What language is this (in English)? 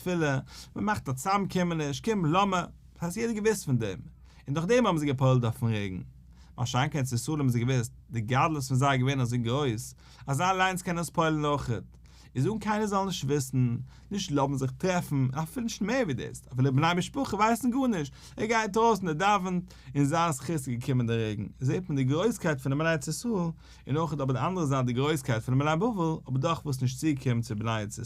Yiddish